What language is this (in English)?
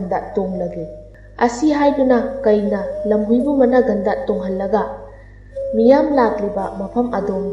Manipuri